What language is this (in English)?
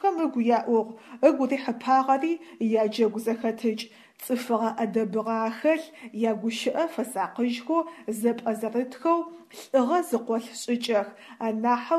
Adyghe